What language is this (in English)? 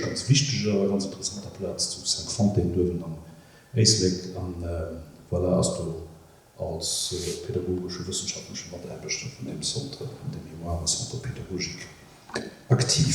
Luxembourgish